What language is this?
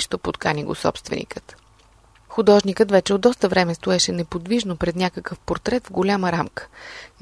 Bulgarian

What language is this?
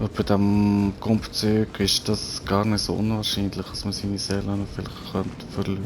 Swiss German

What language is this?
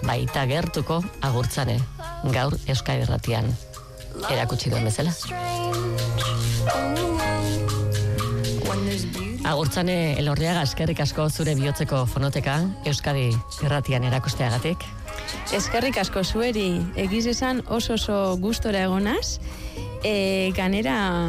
Basque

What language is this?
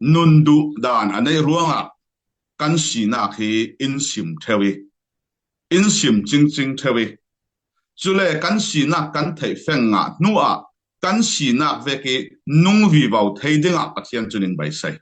Falam Chin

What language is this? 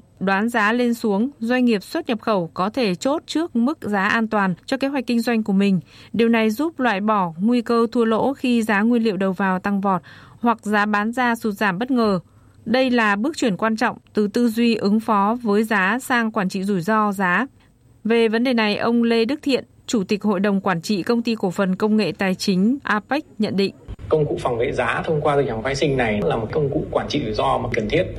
Vietnamese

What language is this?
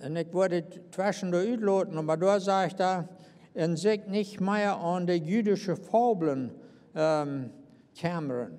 Plautdietsch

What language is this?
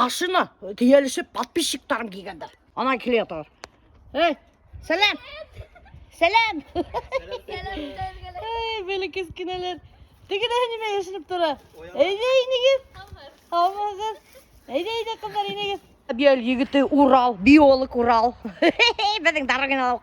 Bashkir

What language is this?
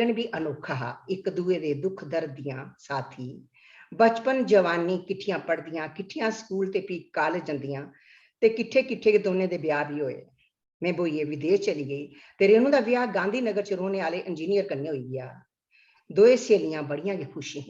Dogri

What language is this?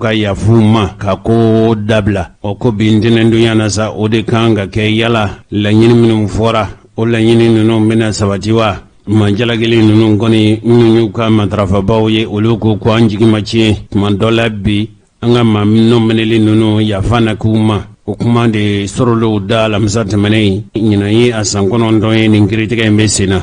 Bambara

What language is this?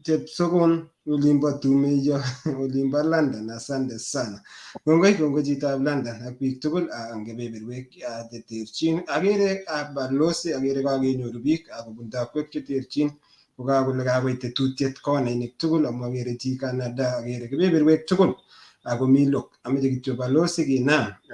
Kalenjin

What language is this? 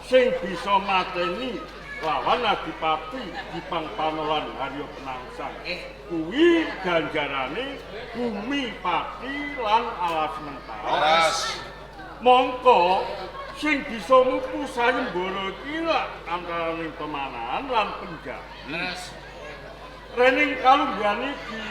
Javanese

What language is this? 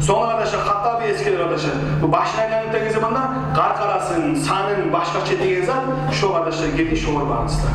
Kumyk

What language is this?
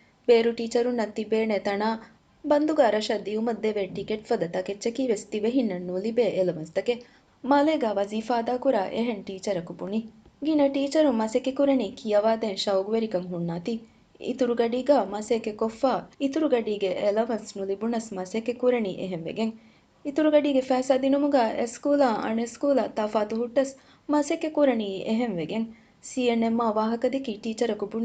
Divehi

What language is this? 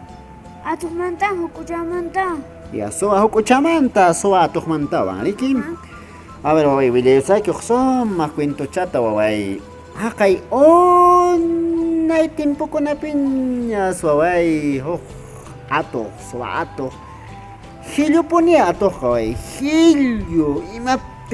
Quechua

